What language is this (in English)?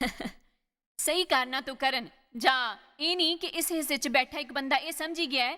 Dogri